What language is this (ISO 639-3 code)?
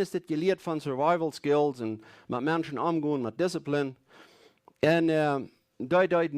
pdt